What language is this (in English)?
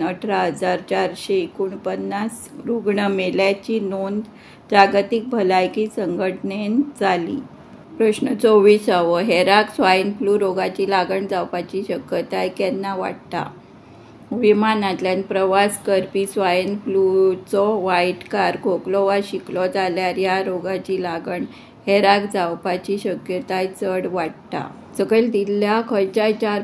Konkani